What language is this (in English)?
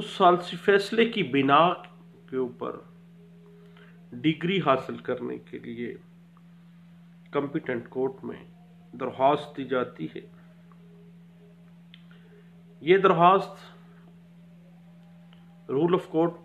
Urdu